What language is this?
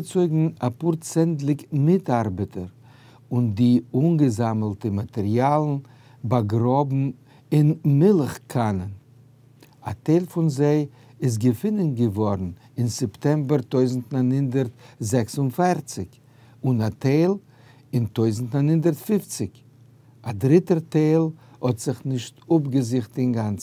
Yiddish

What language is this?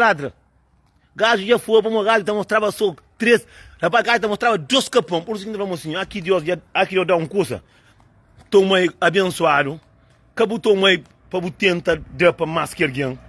Kabuverdianu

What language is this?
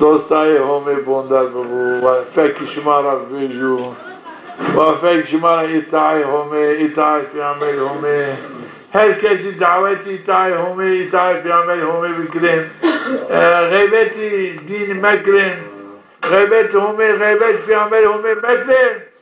Zaza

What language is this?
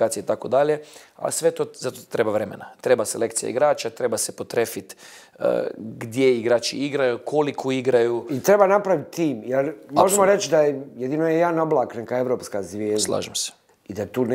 Bosnian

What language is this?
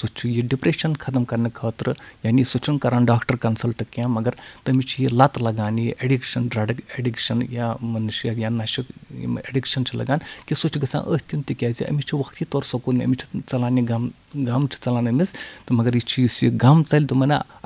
Kashmiri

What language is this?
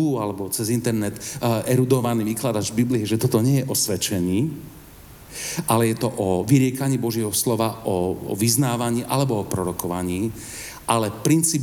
Slovak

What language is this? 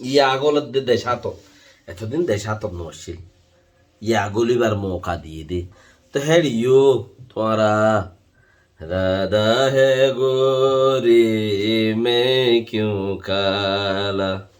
Rohingya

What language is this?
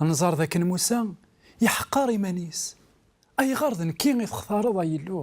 Kabyle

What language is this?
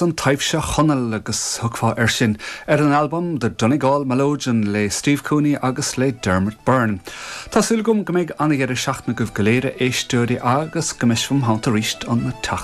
Irish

